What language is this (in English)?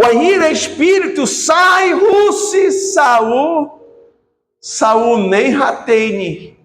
Tetum